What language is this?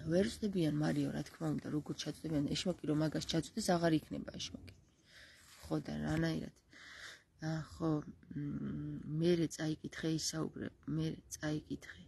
Georgian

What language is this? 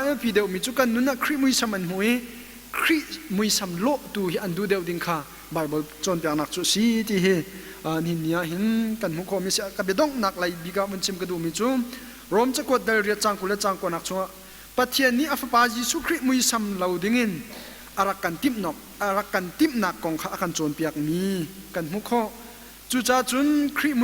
Hakha Chin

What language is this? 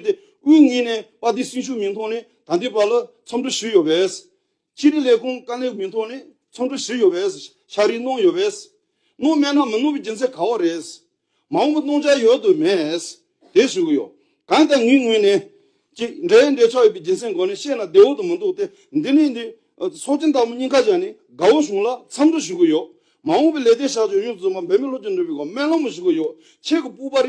Tibetan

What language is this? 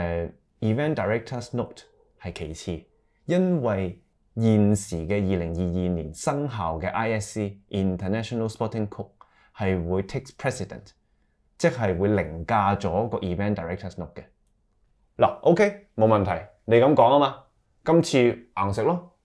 Cantonese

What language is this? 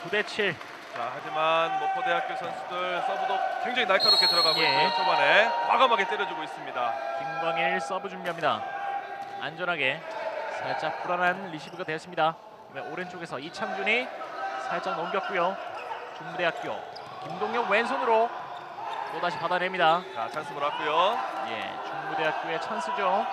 Korean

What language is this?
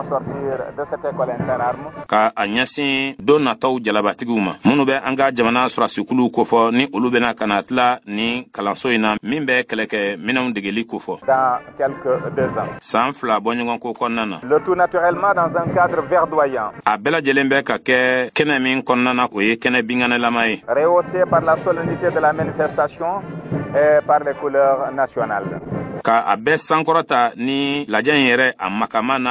Bambara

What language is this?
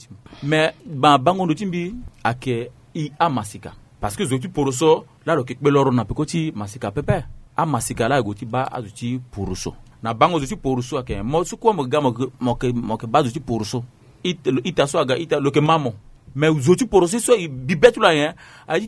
Sango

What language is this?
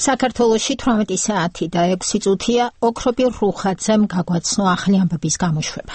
Georgian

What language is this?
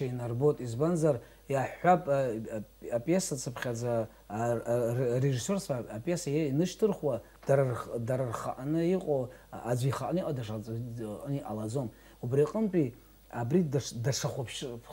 Abkhazian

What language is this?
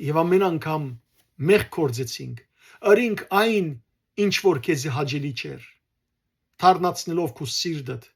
Western Armenian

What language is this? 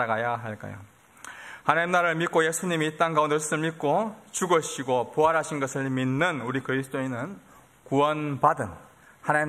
Korean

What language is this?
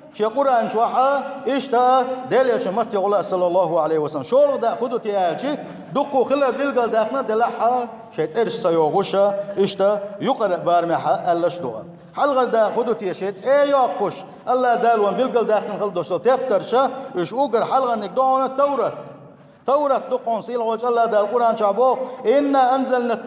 Chechen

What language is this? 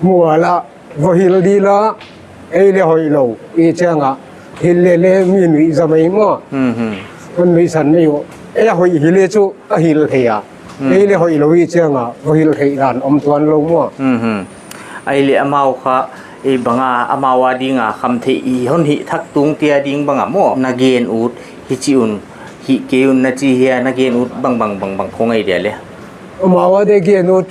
Paite Chin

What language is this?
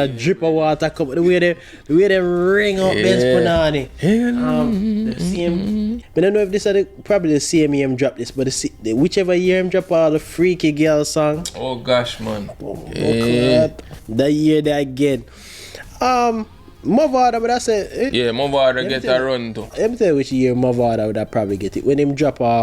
Jamaican Creole English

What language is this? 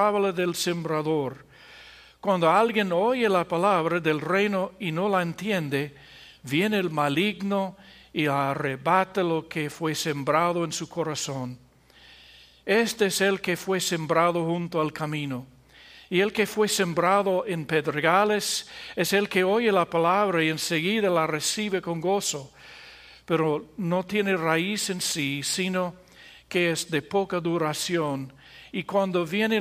Spanish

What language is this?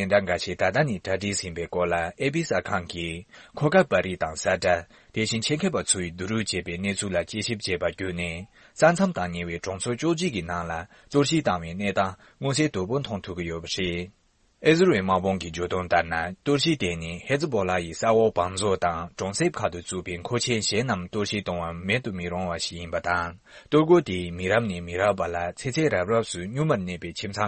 Tibetan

